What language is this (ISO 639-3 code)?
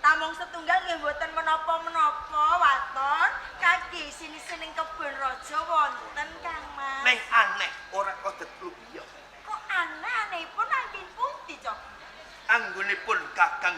jav